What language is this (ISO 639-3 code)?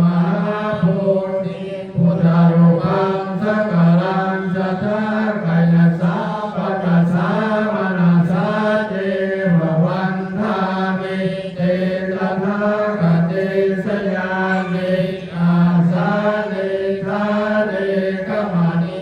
pli